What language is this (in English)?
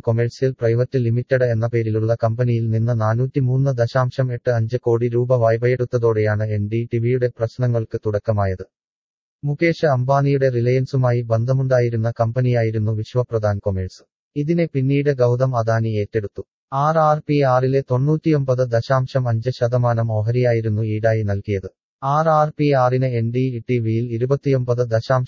Malayalam